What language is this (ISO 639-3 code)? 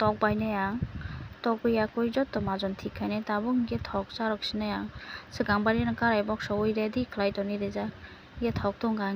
trp